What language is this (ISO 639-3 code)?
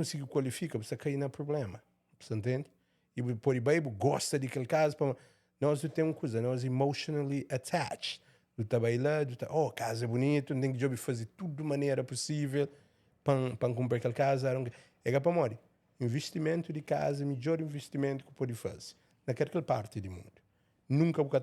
kea